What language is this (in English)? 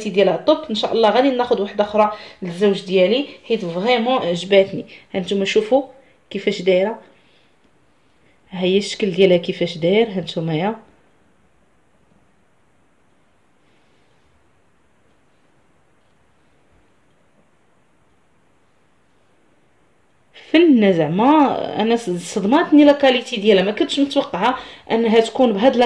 Moroccan Arabic